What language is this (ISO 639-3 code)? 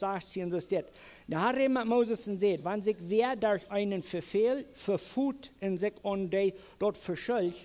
pdt